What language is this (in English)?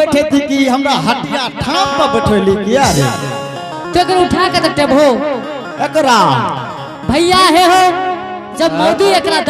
Angika